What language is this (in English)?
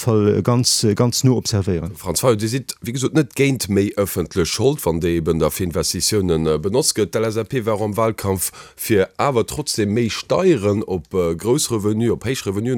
Luxembourgish